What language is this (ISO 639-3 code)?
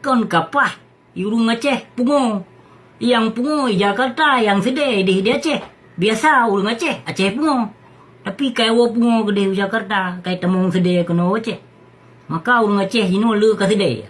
ace